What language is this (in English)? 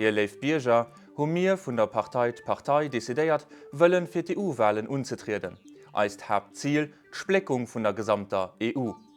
Luxembourgish